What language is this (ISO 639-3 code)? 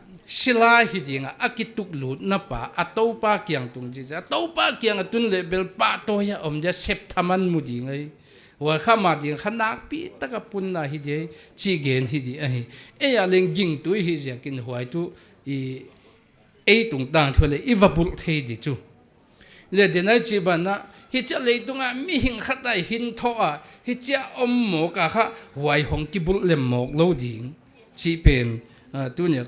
pck